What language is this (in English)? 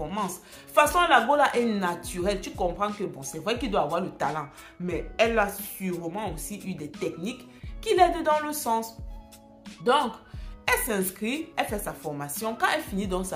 French